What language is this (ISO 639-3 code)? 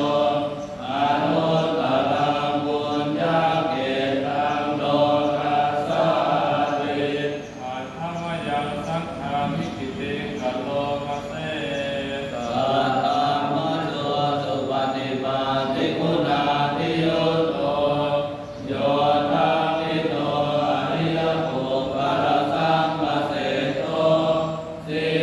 pli